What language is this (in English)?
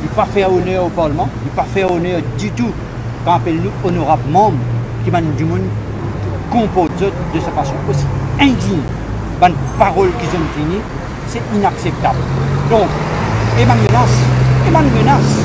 Morisyen